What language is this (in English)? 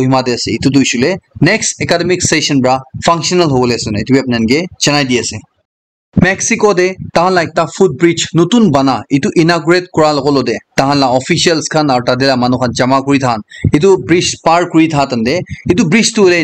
Naga Pidgin